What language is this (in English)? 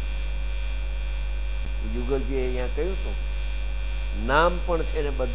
Gujarati